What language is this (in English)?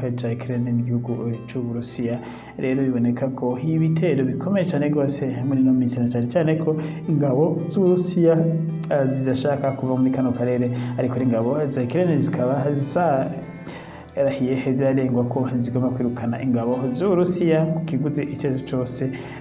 Rundi